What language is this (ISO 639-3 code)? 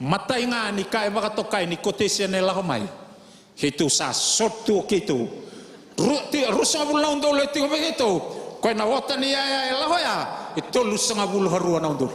fij